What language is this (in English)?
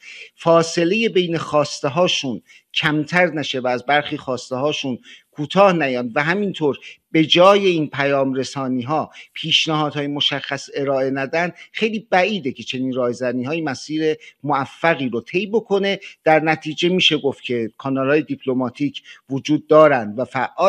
Persian